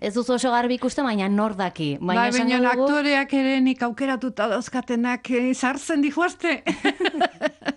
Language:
Basque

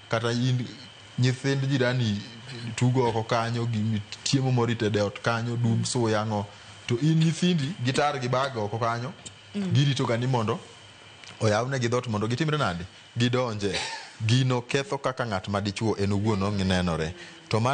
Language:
Luo (Kenya and Tanzania)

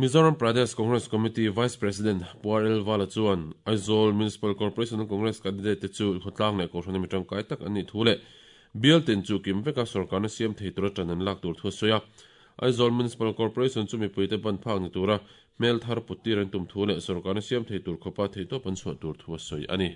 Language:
Mizo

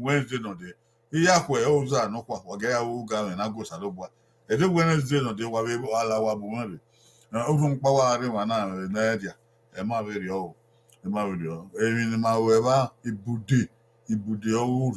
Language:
Bini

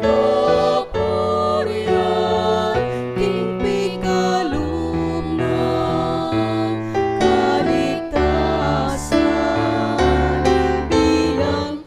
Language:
Pampanga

